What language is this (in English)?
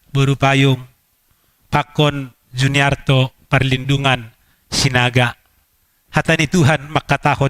Batak Simalungun